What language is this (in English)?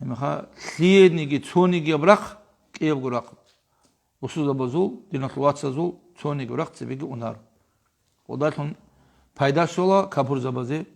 Avaric